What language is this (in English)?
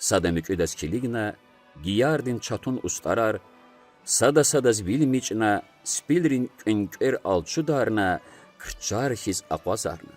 Lezghian